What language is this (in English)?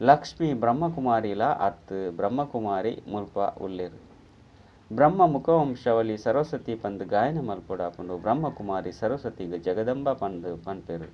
Tulu